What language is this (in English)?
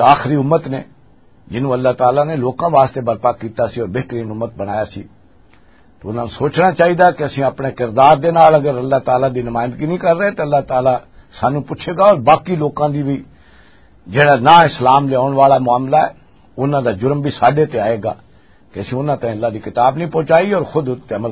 Western Panjabi